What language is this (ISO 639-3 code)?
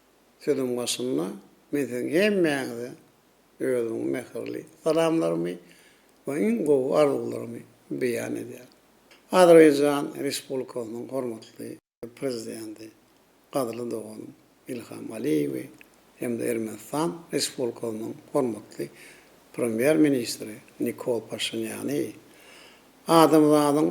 tuk